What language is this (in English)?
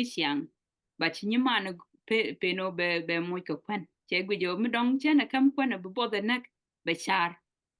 Nuer